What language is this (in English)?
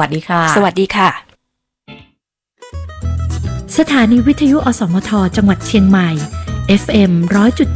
Thai